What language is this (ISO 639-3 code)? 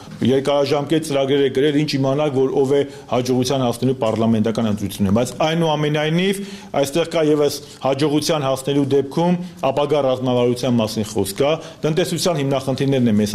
hye